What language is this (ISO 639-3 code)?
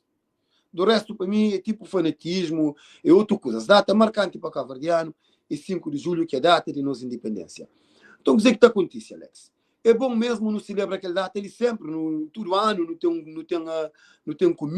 kea